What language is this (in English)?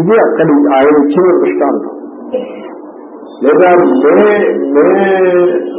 Telugu